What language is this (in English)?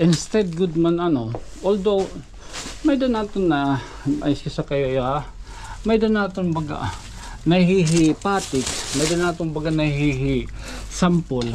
Waray